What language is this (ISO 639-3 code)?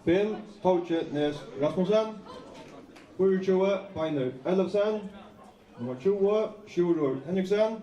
fao